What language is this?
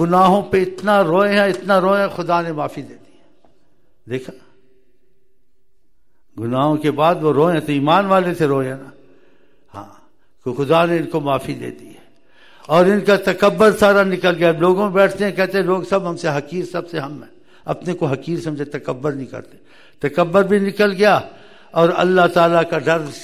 Urdu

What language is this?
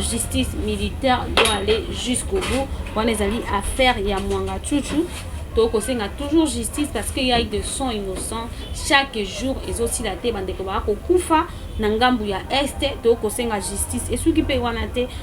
Lingala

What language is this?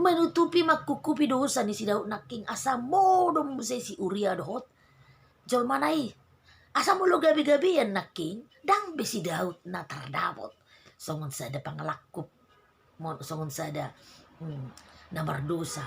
Batak Toba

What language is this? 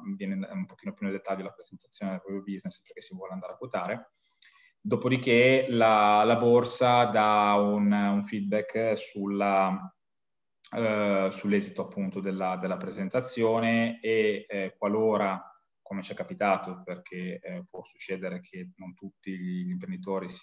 Italian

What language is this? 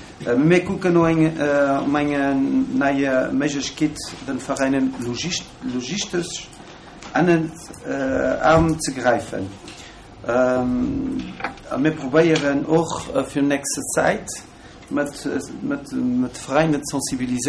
Luxembourgish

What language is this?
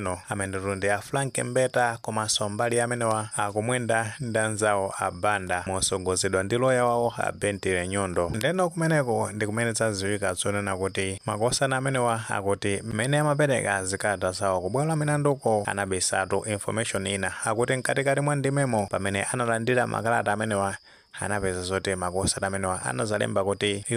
Nyanja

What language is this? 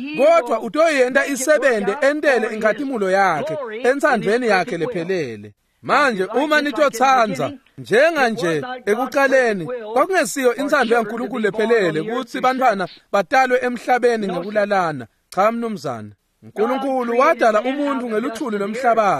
Swati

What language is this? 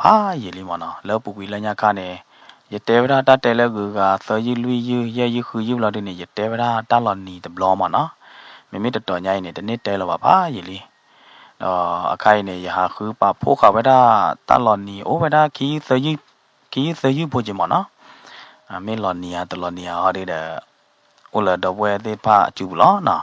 S'gaw Karen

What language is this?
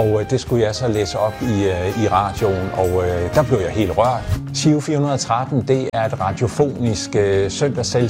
Danish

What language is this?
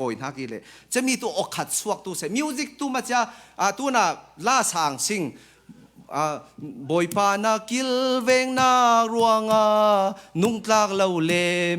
Falam Chin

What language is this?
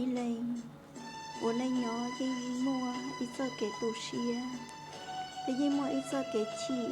Hmong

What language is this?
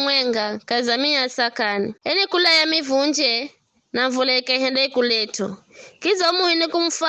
Giryama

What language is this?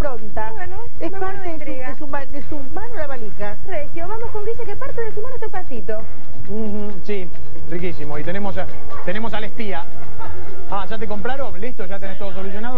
Spanish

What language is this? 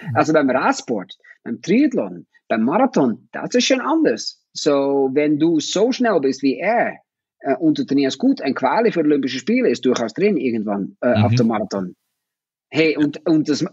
German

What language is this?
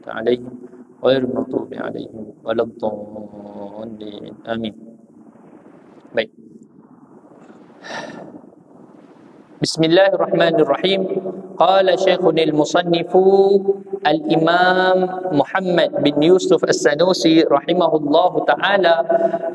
Malay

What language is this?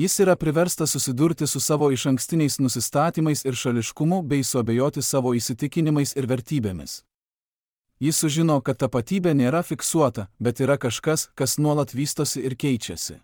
Lithuanian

